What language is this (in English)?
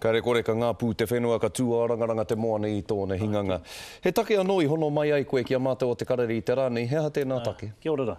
Māori